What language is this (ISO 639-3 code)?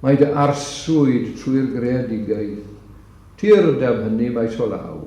cym